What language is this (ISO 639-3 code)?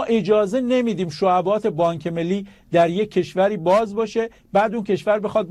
fas